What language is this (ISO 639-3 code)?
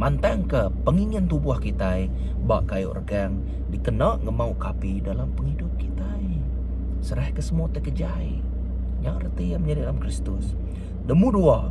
iba